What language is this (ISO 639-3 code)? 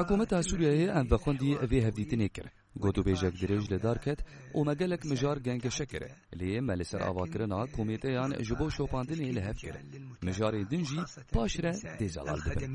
kur